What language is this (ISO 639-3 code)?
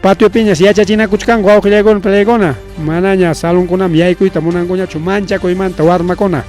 quy